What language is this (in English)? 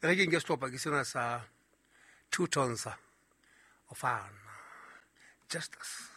Southern Sotho